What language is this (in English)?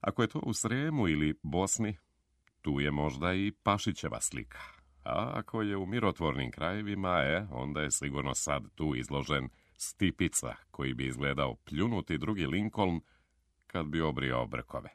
Serbian